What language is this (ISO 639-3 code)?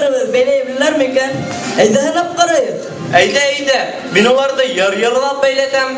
bak